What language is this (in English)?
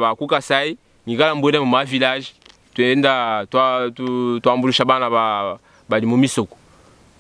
Luba-Lulua